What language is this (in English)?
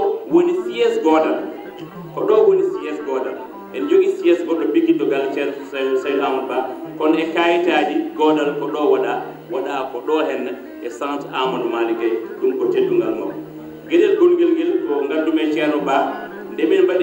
Fula